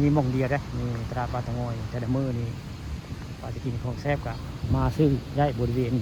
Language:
Northeastern Thai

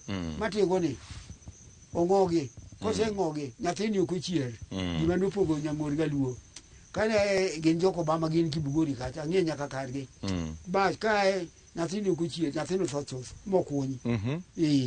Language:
Luo (Kenya and Tanzania)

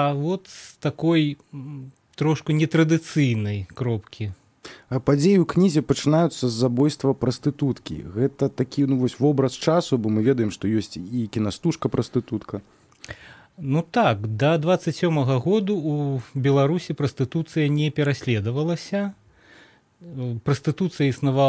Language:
Belarusian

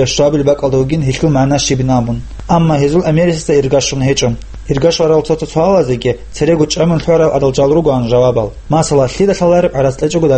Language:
Avaric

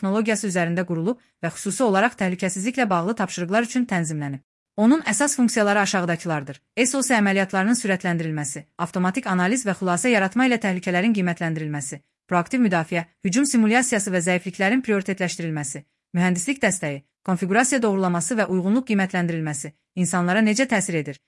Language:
Azerbaijani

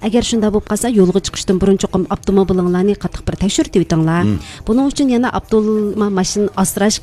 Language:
Uyghur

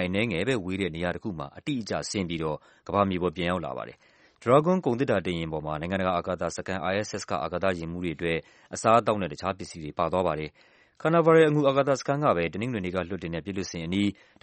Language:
Burmese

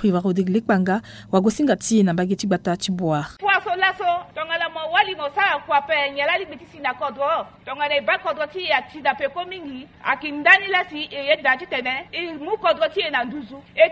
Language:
Sango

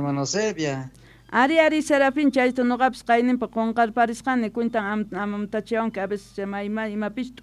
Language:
South Bolivian Quechua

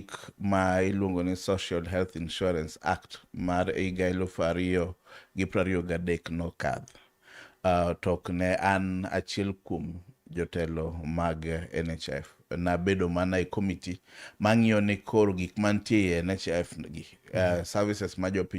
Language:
Luo (Kenya and Tanzania)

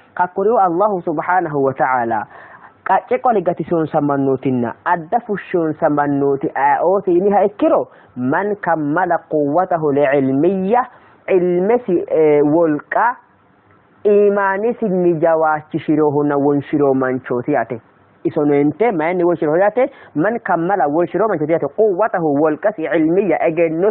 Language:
Sidamo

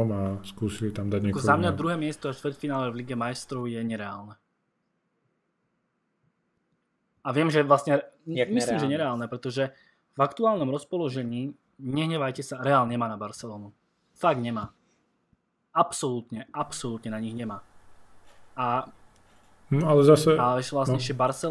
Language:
Slovak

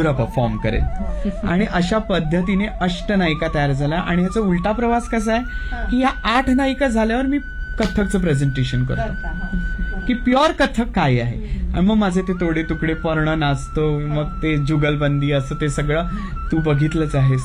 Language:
Marathi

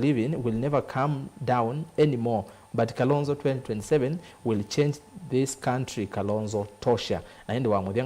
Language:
Kamba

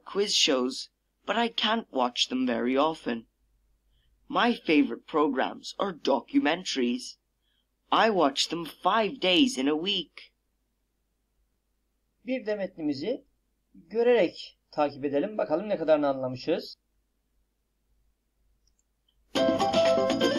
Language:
Turkish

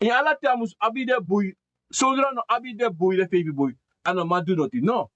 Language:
Sranan Tongo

